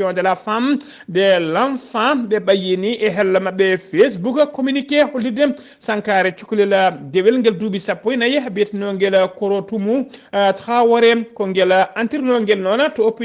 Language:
Fula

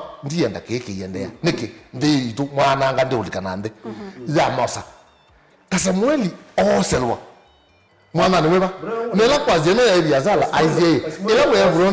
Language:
Kamba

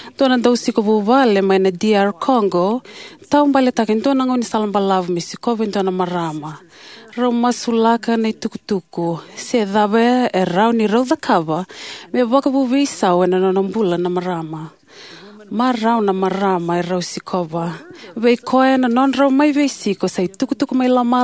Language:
Fijian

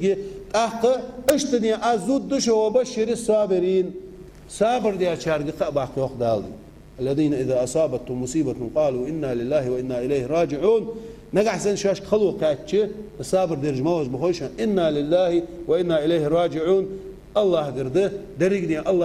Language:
Ingush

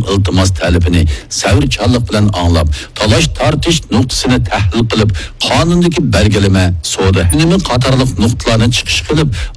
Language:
Uyghur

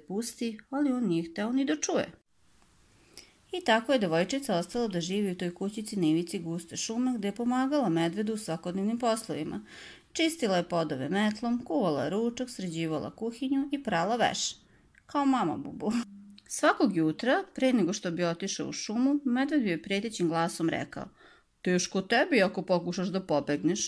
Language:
Serbian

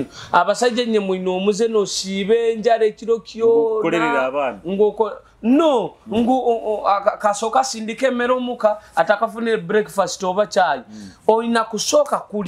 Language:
Nyoro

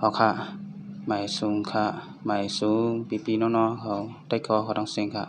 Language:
Shan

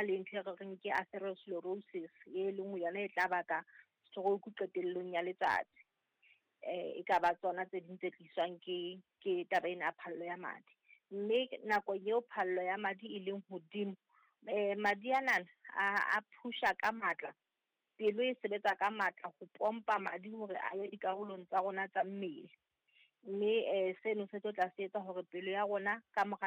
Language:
Southern Sotho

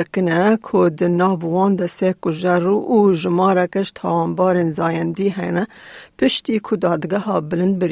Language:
Kurdish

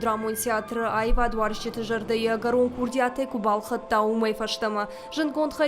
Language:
Ossetic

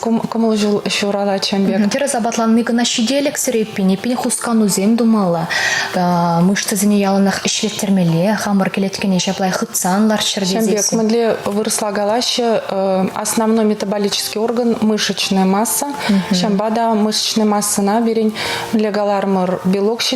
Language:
Chuvash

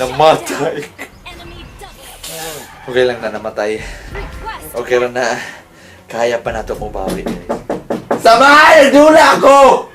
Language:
Cebuano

